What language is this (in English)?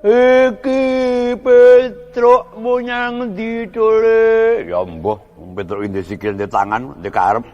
Javanese